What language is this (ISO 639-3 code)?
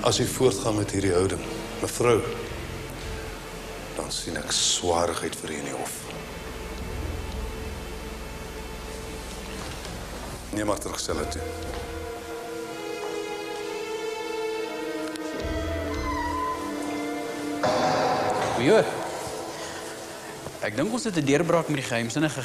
afr